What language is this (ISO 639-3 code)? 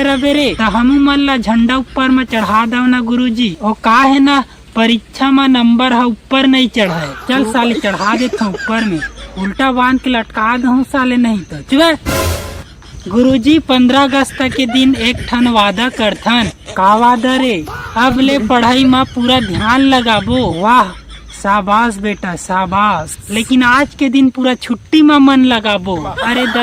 hne